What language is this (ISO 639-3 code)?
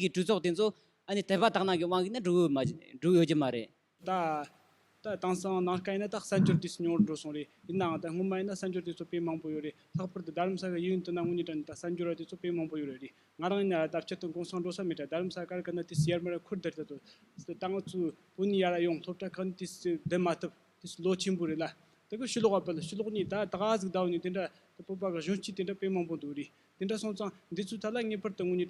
bod